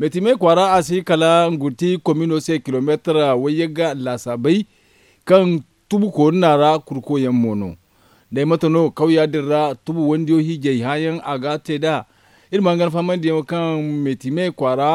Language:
Zarma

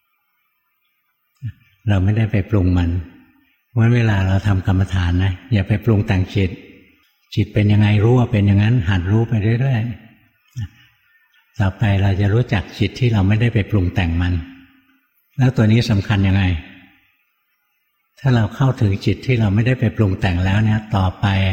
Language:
Thai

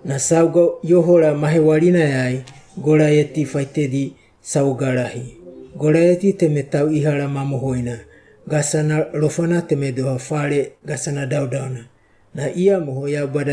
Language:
Wagawaga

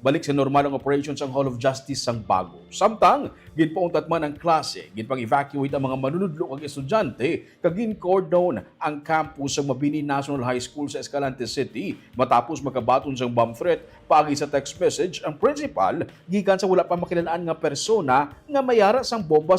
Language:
Hiligaynon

